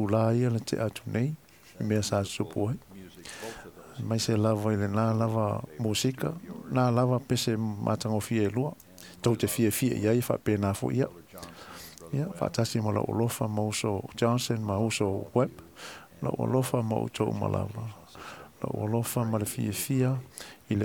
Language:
Samoan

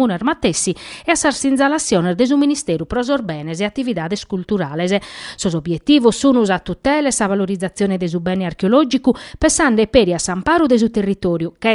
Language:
Sardinian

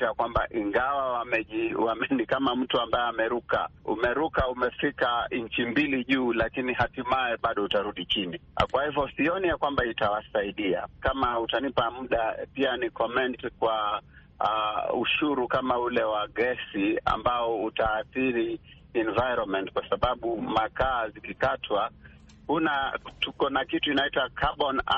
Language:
Swahili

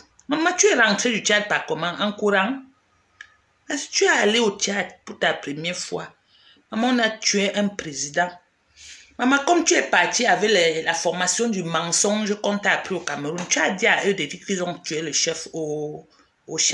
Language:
French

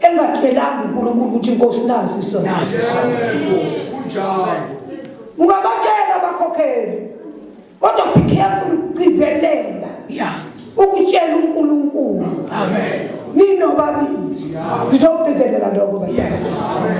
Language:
Zulu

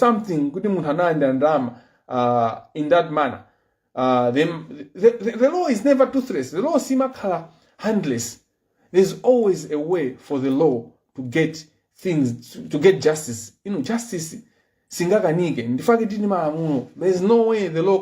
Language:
Nyanja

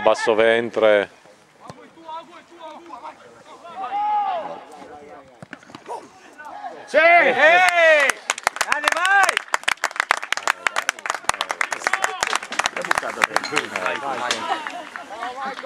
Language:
Italian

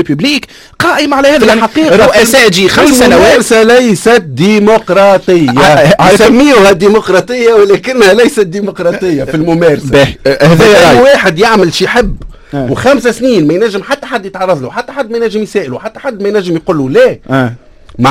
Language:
Tunisian Arabic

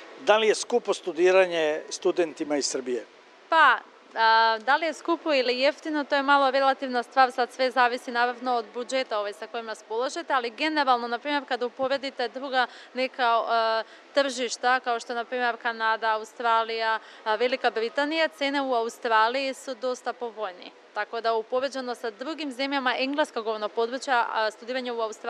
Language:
Serbian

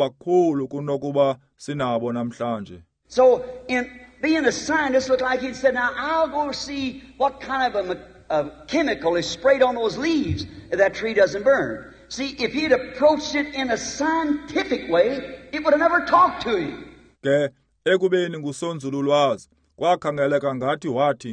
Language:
Xhosa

